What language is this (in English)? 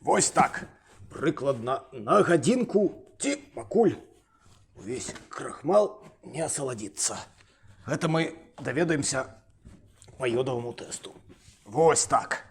Belarusian